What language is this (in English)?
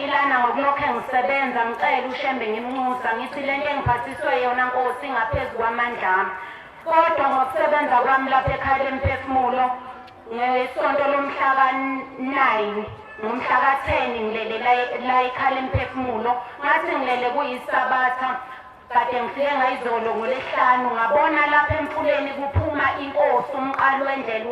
Zulu